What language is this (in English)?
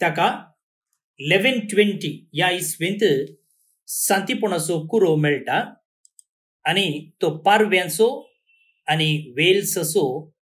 Konkani